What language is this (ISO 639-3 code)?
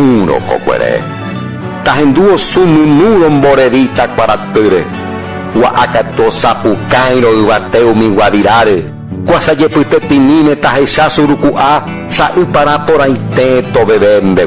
grn